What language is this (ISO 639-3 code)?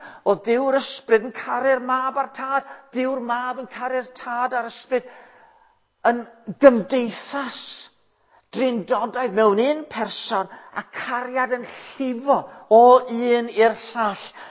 cym